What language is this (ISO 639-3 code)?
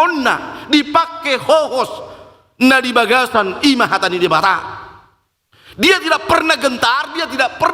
bbc